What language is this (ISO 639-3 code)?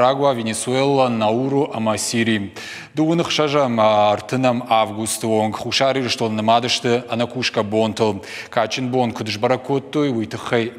oss